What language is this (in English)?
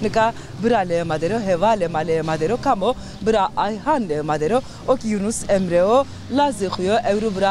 Zaza